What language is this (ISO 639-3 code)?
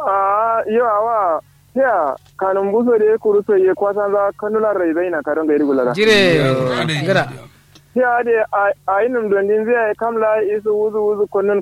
kau